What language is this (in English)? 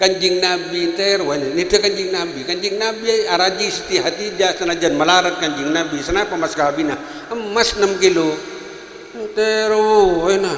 Madurese